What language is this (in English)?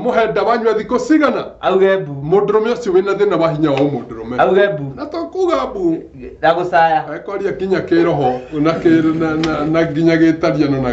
Kikuyu